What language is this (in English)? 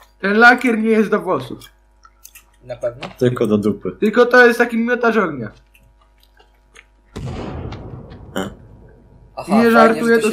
Polish